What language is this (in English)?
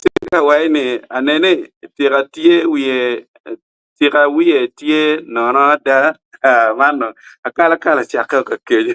Acoli